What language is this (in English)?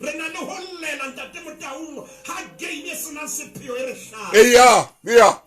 Southern Sotho